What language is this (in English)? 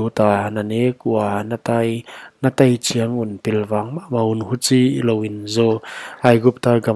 Paite Chin